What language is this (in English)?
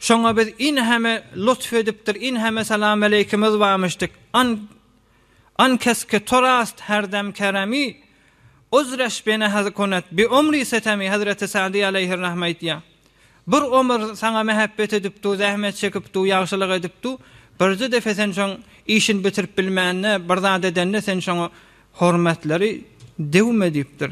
Turkmen